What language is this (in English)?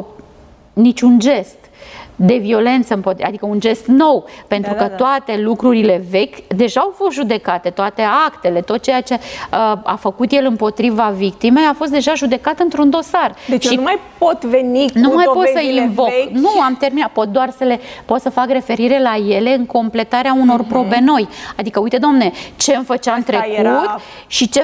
Romanian